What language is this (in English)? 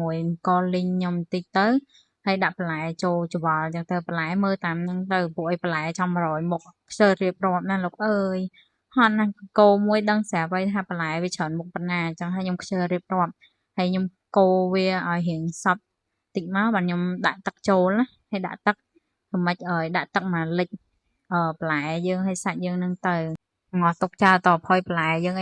Khmer